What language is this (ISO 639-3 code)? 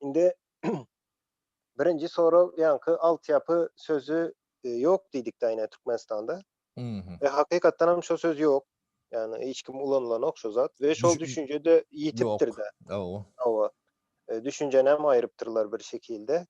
tuk